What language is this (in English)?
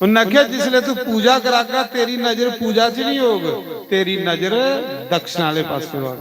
Dogri